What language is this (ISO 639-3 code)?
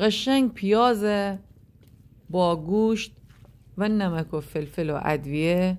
glk